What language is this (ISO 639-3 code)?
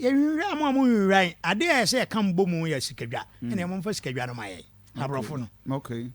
aka